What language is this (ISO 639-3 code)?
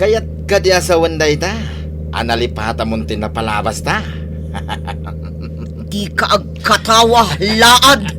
ilo